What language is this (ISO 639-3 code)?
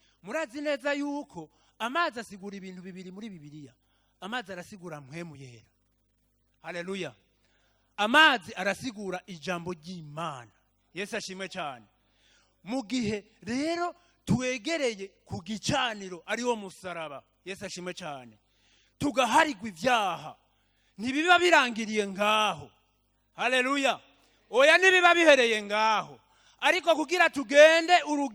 run